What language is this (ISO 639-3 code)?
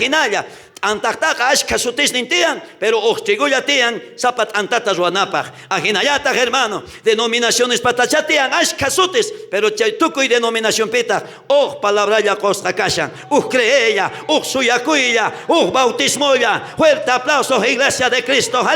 quh